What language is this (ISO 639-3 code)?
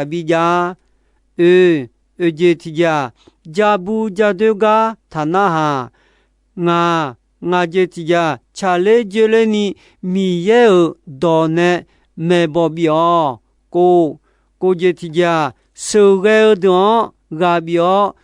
ahk